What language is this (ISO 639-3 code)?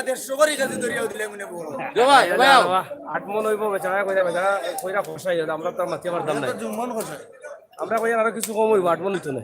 syl